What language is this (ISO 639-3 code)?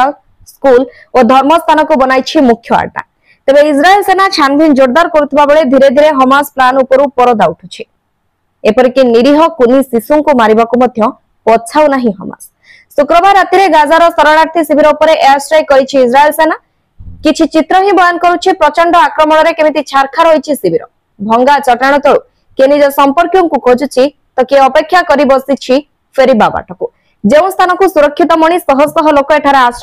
ori